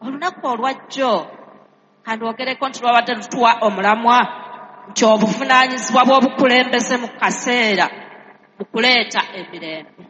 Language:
Ganda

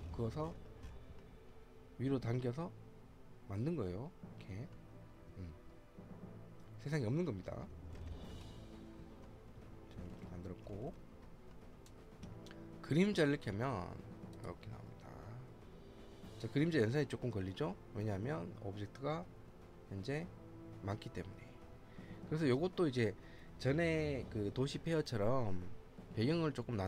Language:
Korean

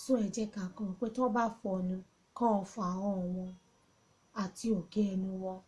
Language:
Yoruba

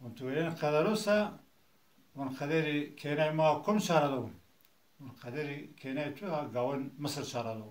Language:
Zaza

